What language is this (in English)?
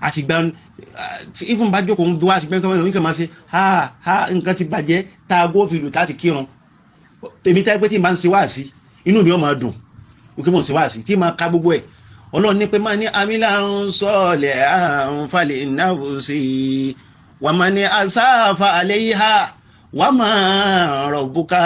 Yoruba